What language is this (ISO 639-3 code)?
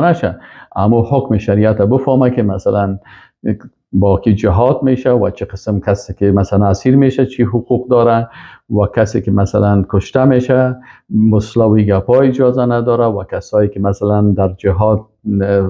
fas